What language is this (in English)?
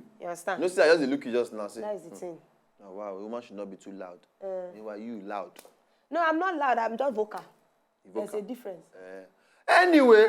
Nigerian Pidgin